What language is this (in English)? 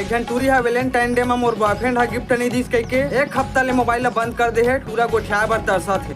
Chhattisgarhi